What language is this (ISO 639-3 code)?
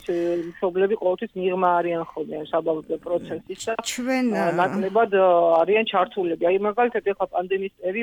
kat